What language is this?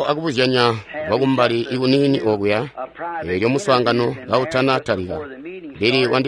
Tonga (Zambia)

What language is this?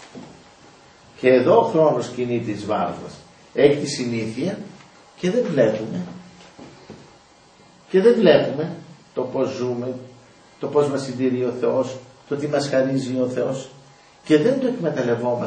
Greek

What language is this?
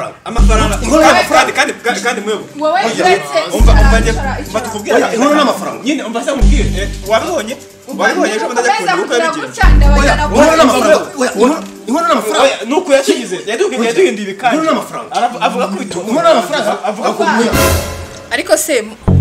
Kinyarwanda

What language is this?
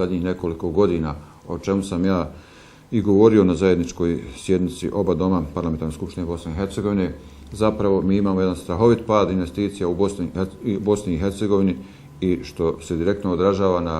Bosnian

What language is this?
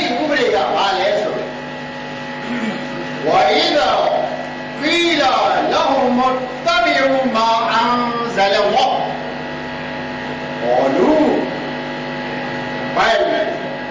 Burmese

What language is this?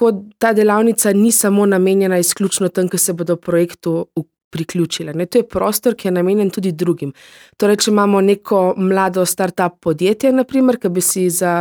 Slovenian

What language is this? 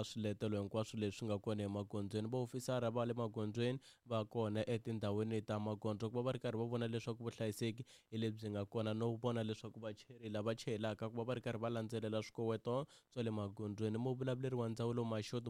Tsonga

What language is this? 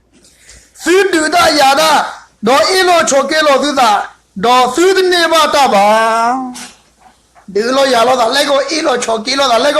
S'gaw Karen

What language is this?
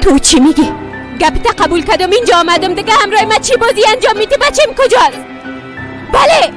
Persian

